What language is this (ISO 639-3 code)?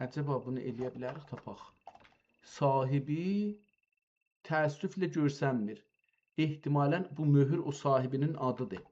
azb